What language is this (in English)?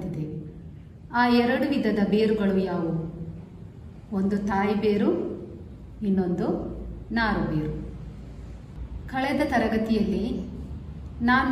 Kannada